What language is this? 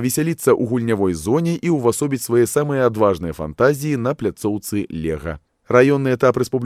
Belarusian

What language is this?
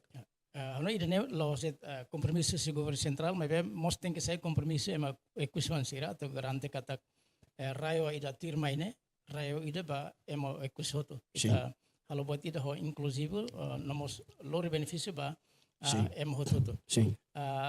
Tetum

